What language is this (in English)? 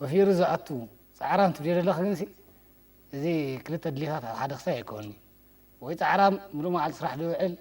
Tigrinya